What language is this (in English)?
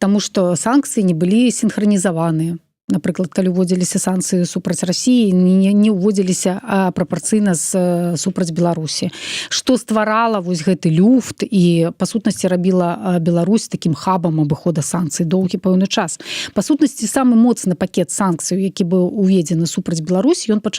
Belarusian